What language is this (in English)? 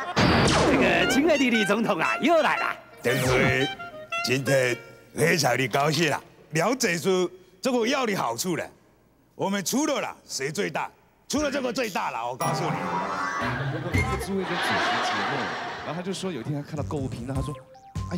Chinese